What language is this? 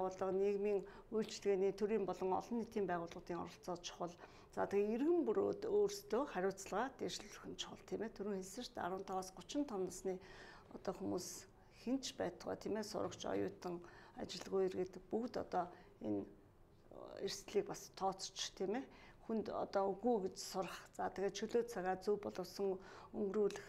Mongolian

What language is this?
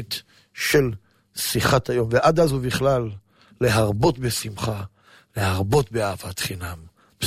Hebrew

